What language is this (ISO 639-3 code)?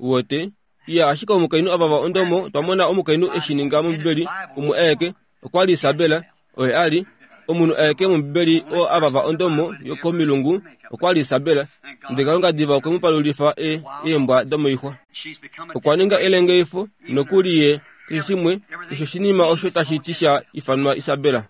kua